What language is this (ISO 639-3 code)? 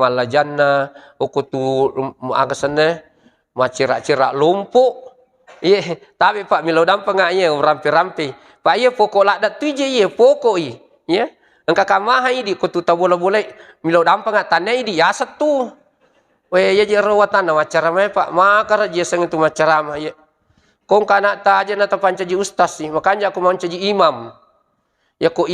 bug